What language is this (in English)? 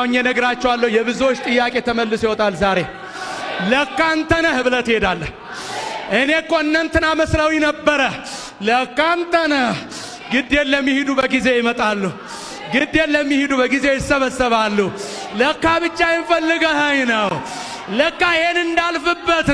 Amharic